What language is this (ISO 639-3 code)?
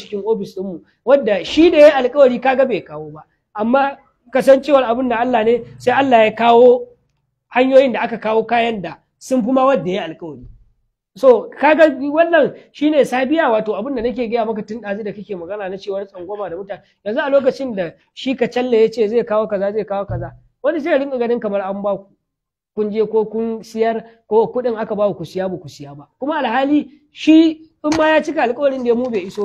hau